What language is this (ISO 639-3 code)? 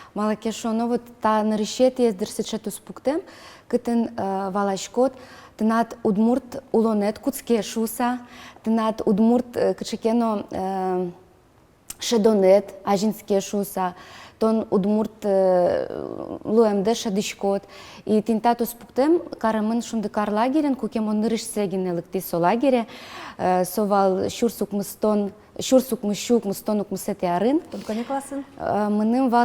udm